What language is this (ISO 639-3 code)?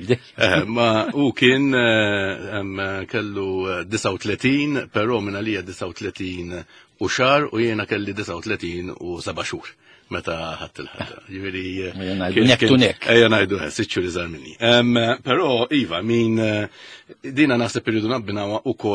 mlt